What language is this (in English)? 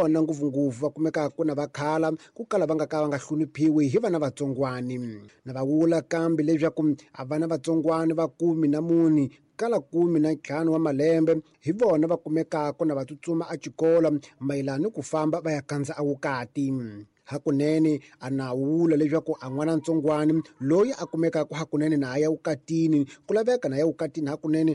Tsonga